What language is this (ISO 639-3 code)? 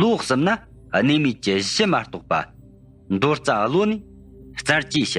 bod